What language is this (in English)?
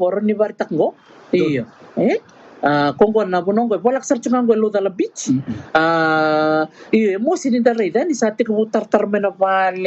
Fijian